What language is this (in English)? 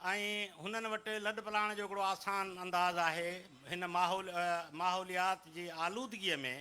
Sindhi